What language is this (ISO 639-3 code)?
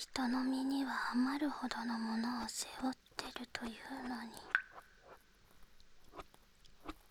jpn